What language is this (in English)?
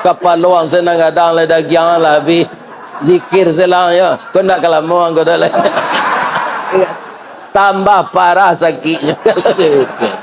Minangkabau